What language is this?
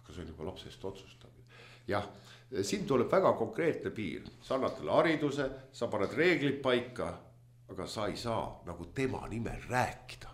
Estonian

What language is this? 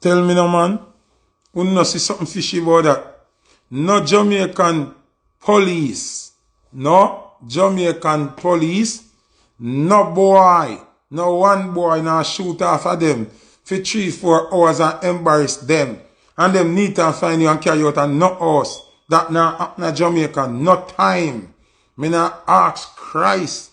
Jamaican Creole English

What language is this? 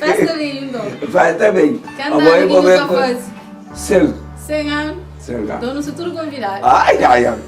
Kabuverdianu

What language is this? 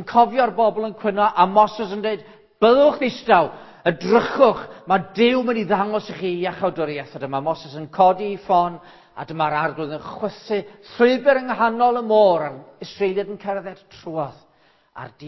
Welsh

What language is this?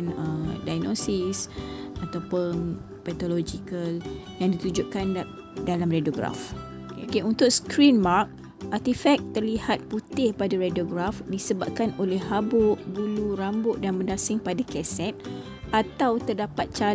Malay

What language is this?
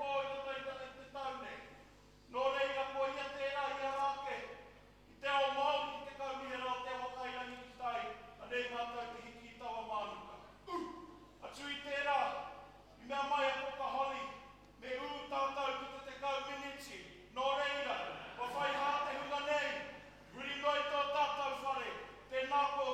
Māori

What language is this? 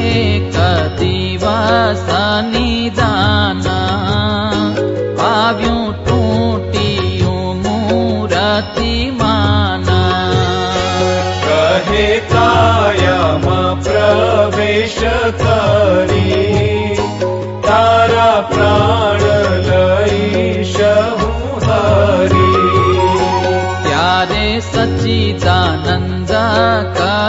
Gujarati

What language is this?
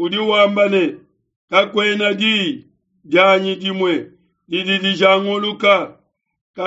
Luba-Lulua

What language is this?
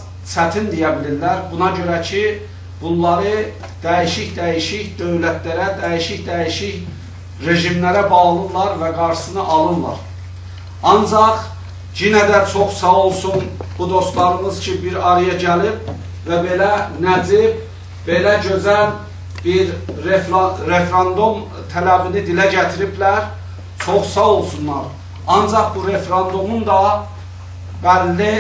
South Azerbaijani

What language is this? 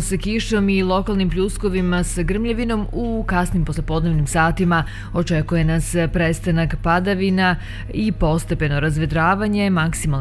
Serbian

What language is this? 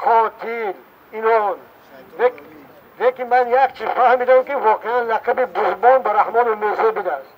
Tajik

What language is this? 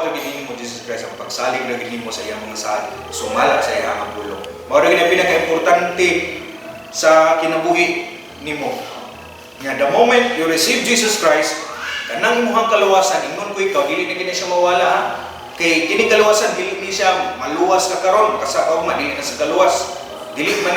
Cebuano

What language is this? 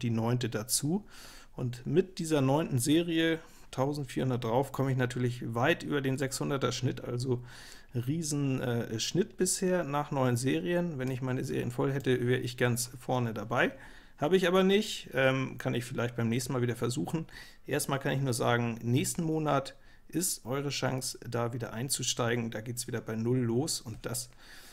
German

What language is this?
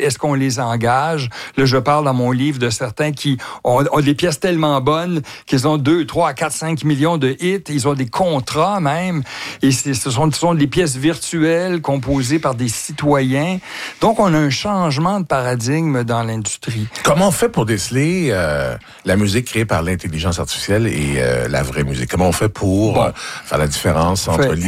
French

